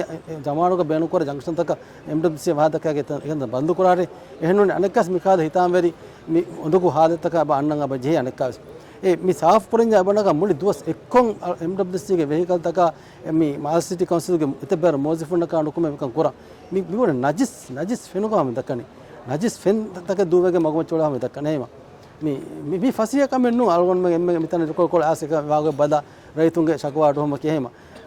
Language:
Divehi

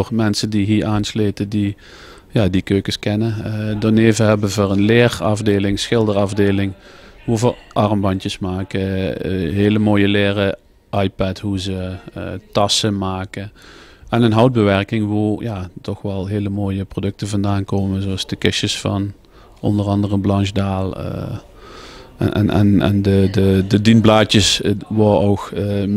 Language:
Limburgish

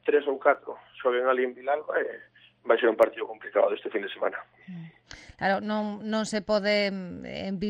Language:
Galician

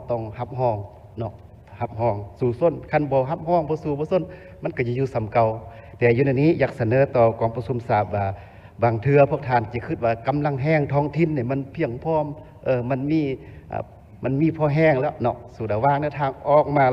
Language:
Lao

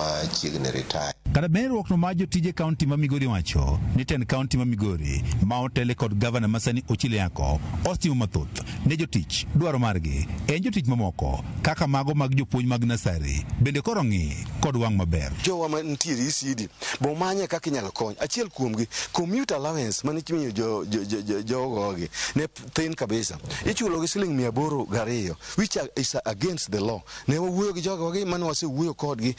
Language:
Luo (Kenya and Tanzania)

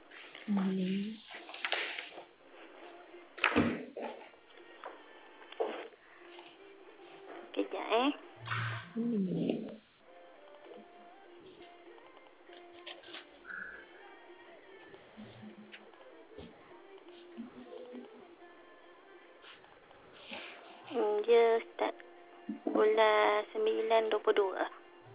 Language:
Malay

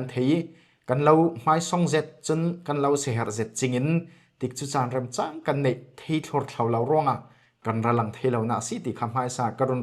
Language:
Falam Chin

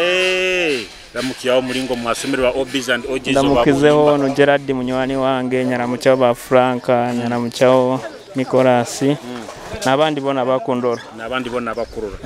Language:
Nyoro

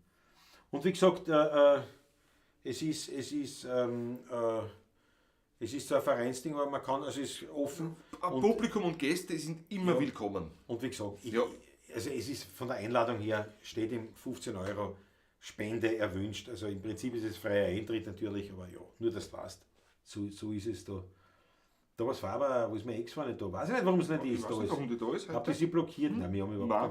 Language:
Bavarian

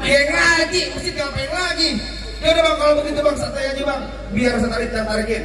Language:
Betawi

